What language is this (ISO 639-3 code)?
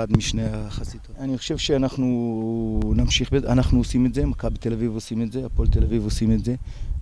heb